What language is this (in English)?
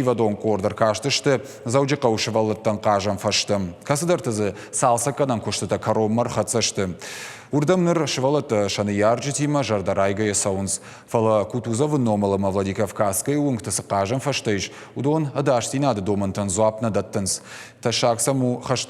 Ossetic